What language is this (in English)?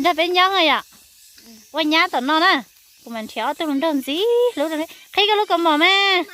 Hmong